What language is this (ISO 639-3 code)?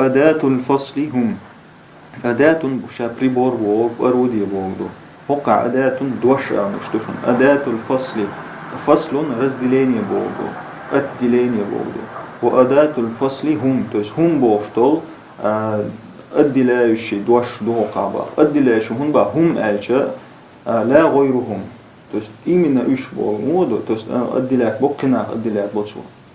che